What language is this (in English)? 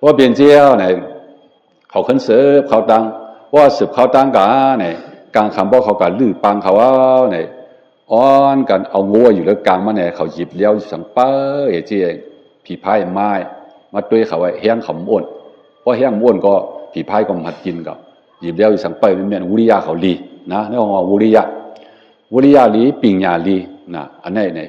Shan